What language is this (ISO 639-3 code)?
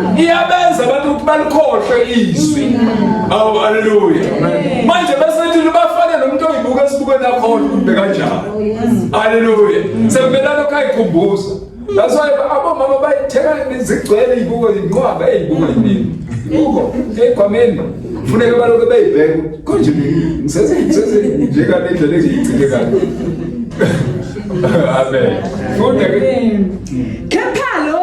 zul